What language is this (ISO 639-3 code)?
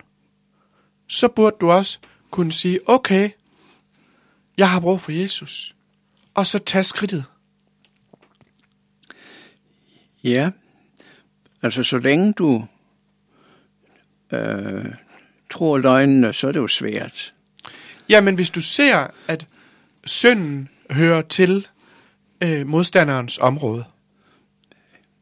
dan